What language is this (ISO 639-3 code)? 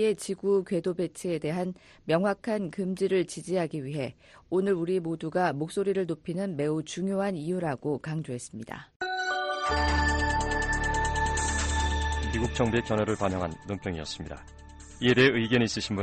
kor